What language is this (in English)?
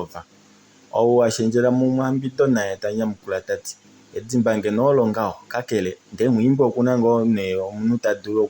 Kuanyama